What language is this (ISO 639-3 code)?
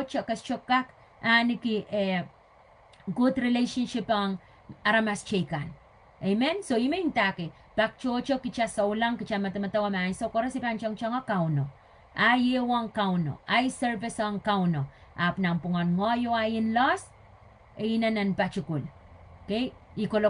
pon